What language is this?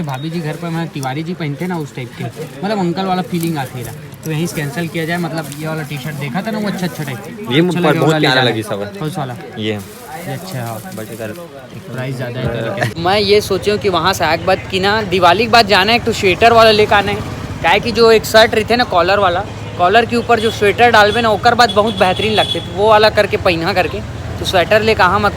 Chhattisgarhi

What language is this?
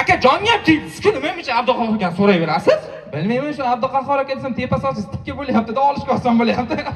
Uzbek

